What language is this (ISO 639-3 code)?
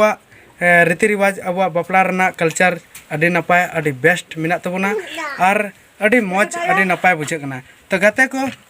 sat